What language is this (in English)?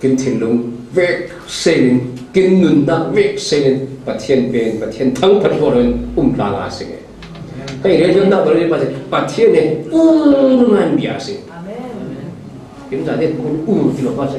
Falam Chin